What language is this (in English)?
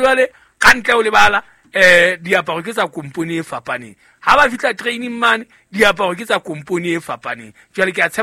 Southern Sotho